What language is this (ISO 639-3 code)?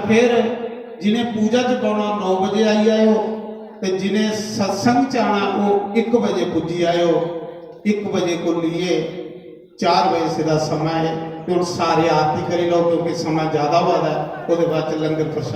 doi